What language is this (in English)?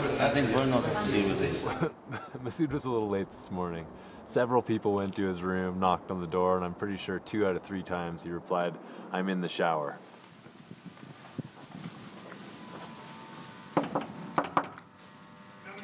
English